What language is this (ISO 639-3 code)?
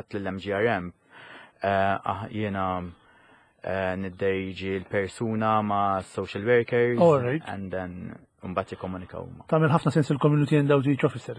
mlt